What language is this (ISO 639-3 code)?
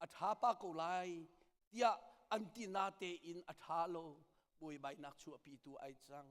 cnh